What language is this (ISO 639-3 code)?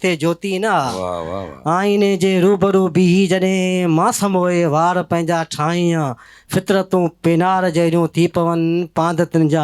snd